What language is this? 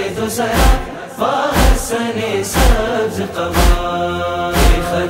Urdu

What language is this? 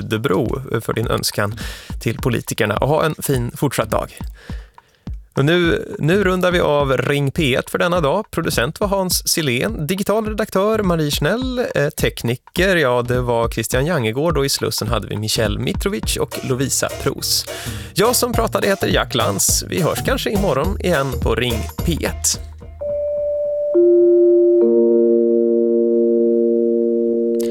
Swedish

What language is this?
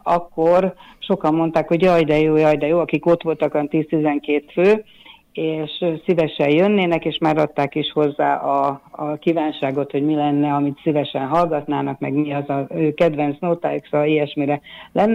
Hungarian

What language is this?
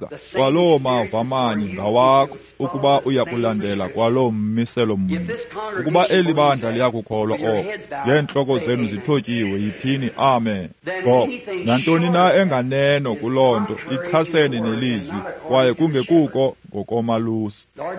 Xhosa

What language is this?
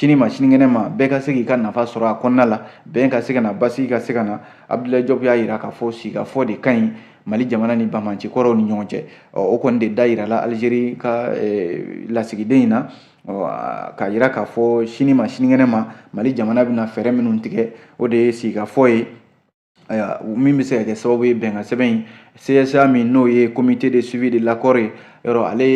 Bambara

